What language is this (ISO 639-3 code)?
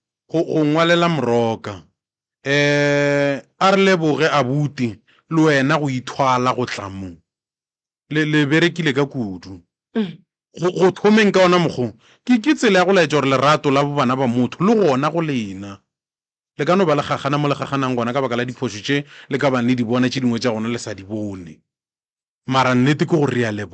nso